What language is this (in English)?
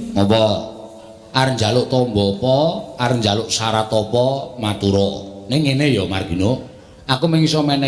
Javanese